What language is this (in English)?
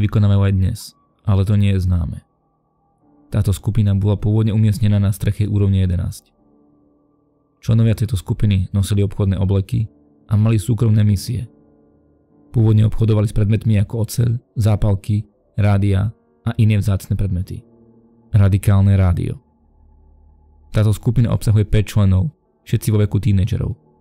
Slovak